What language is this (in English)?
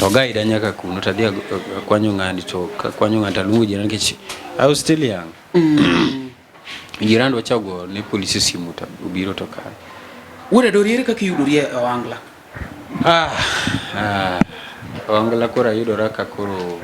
Luo (Kenya and Tanzania)